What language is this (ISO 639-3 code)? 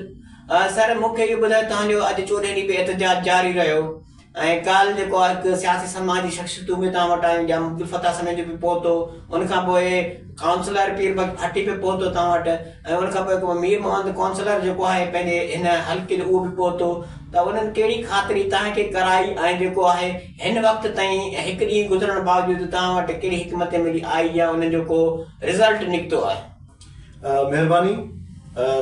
snd